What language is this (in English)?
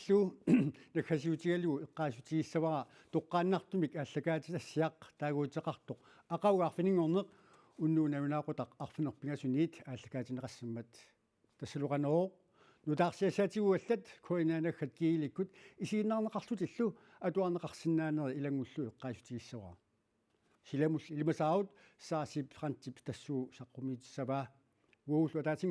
Kalaallisut